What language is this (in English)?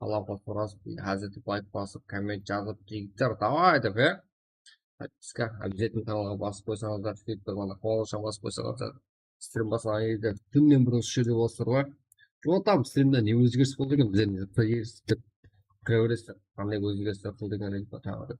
Kara-Kalpak